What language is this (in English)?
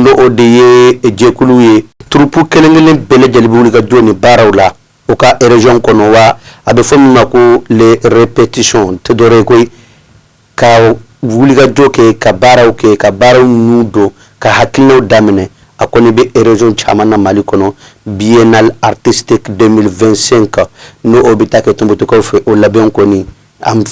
Bambara